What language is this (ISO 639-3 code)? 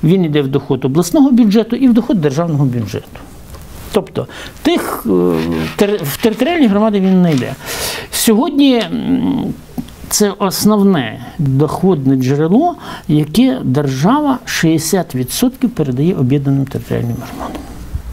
ukr